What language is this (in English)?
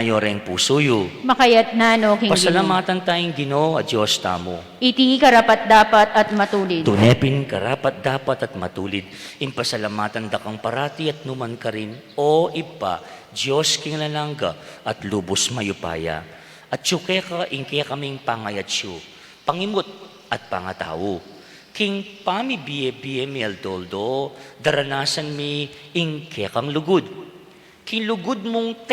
Pampanga